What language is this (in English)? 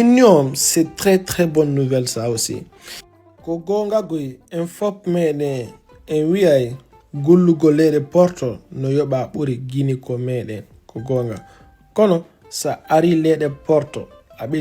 Fula